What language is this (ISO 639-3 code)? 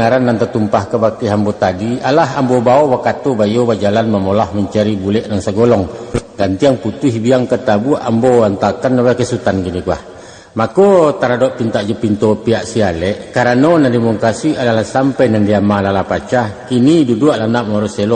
min